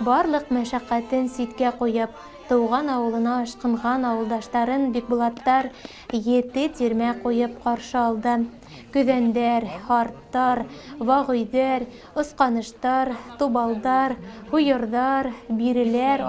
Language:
Bashkir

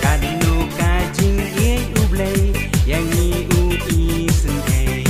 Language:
Khasi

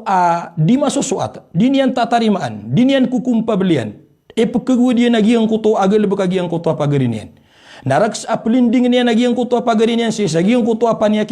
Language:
Maranao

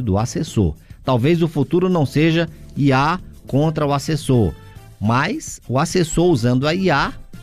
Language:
Portuguese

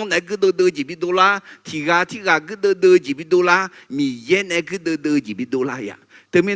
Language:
Akha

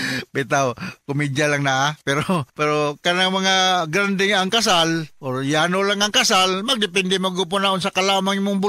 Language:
Cebuano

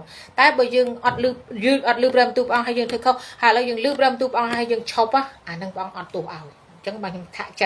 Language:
Khmer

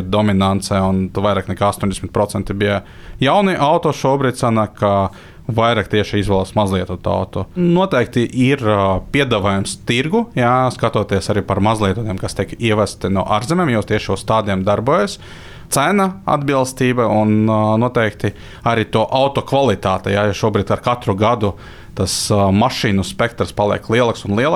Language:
Latvian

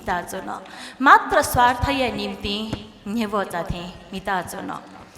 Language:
Newari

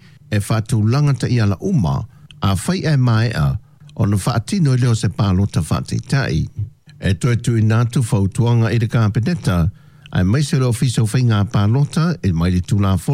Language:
Samoan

